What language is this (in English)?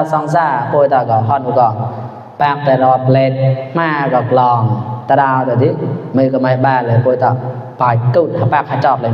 Mon